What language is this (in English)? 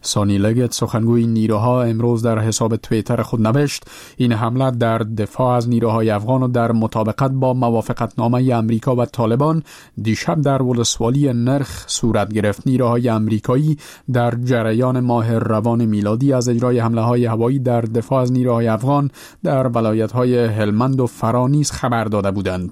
Persian